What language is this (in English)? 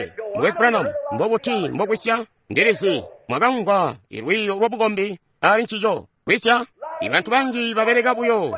Tonga (Zambia)